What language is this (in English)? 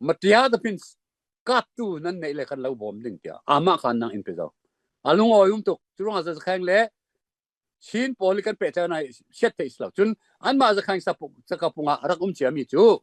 Falam Chin